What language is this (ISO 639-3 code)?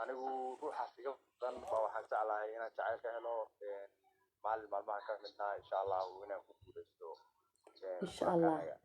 som